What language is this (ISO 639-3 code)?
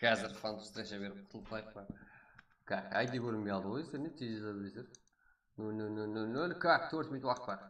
kaa